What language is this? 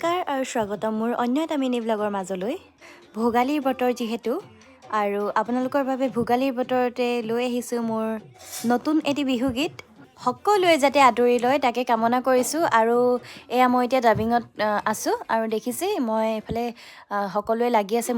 Assamese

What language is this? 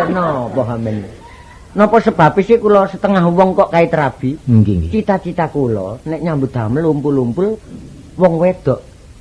Javanese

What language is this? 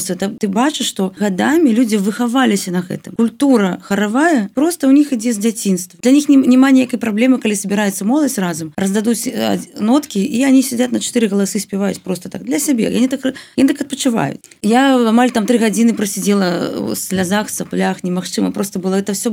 Belarusian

